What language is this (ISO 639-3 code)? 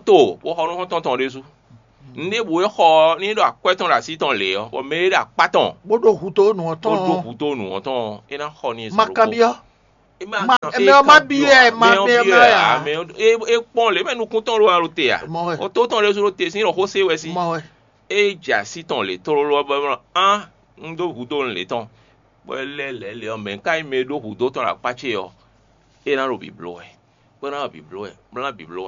fon